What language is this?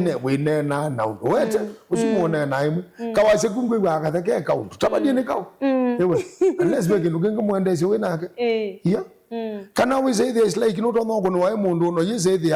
Kamba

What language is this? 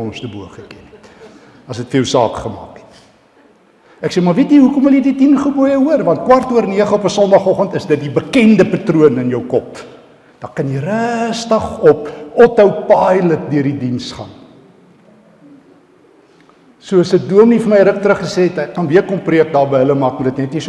Afrikaans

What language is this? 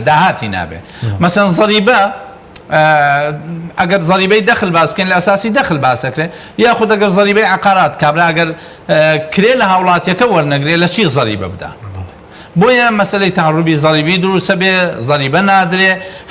Central Kurdish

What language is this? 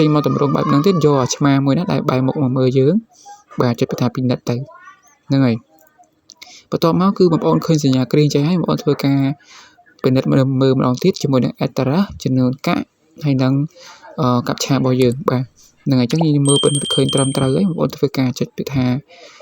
Khmer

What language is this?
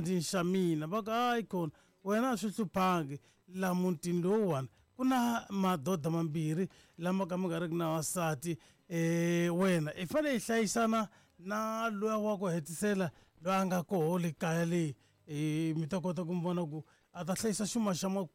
Tsonga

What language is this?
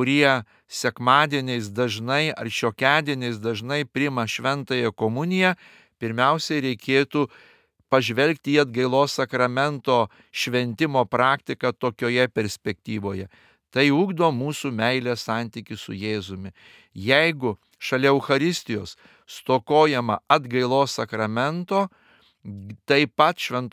Lithuanian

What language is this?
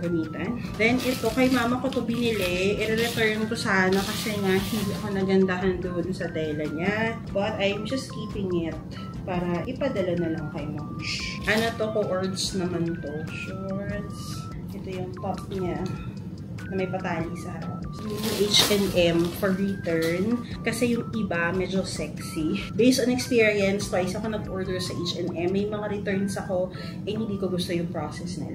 Filipino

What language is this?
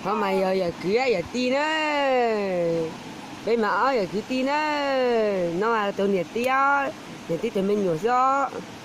Hmong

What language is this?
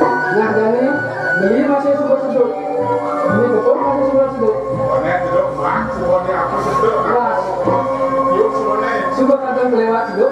Balinese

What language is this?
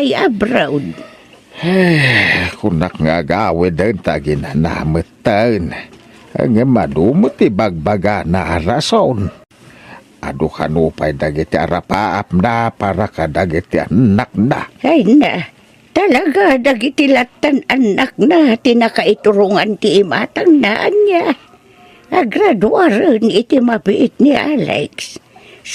Iloko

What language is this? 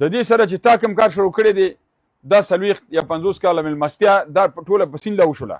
Pashto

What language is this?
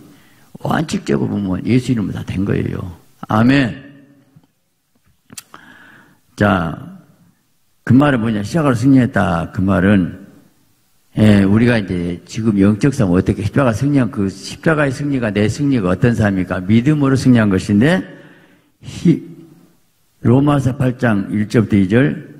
Korean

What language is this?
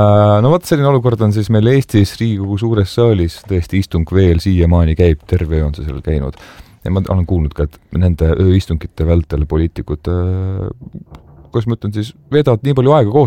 Estonian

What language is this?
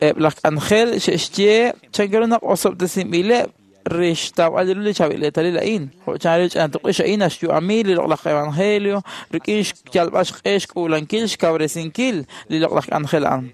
Kekchí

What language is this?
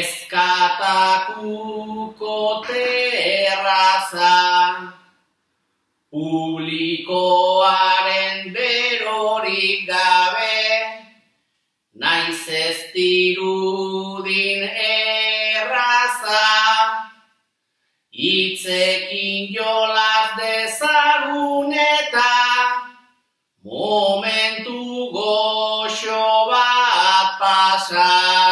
Basque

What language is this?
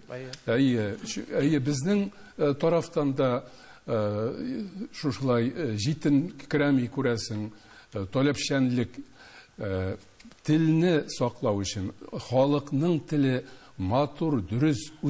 Tatar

